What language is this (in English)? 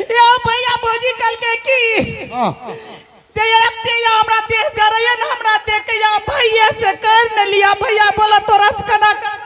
Angika